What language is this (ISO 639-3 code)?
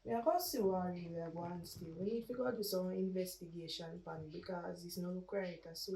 jam